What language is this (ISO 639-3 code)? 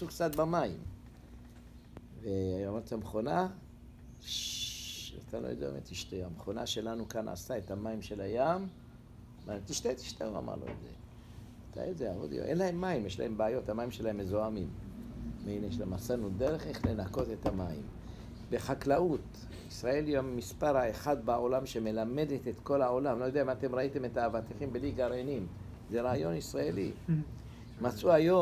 heb